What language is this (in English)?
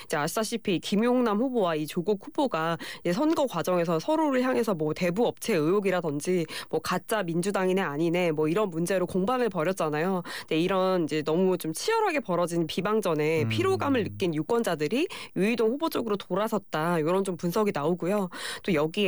Korean